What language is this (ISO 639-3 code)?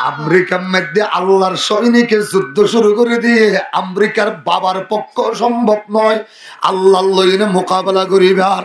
rhg